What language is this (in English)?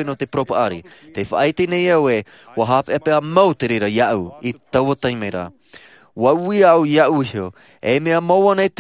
Tahitian